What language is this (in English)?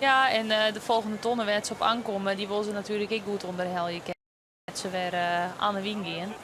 Western Frisian